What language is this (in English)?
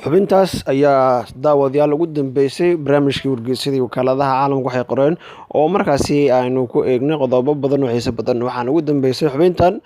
Somali